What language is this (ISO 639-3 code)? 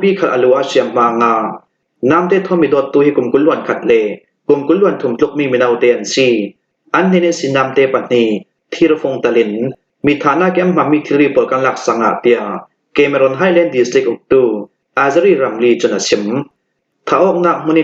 cnh